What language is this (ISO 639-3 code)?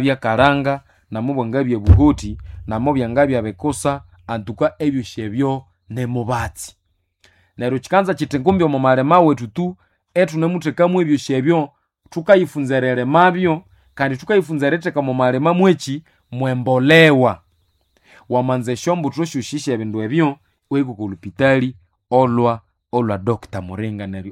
nnb